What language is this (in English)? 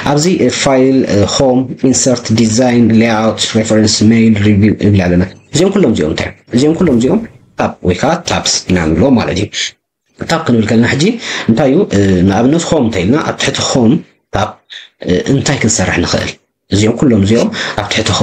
Tigrinya